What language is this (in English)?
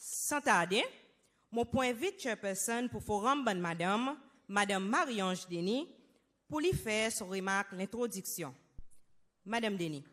Seselwa Creole French